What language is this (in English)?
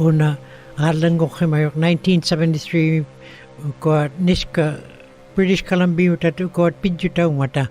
Western Canadian Inuktitut